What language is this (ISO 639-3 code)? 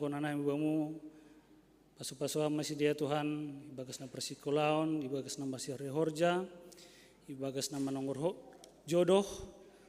bts